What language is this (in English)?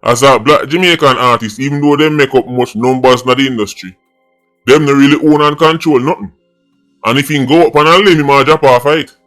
Jamaican Creole English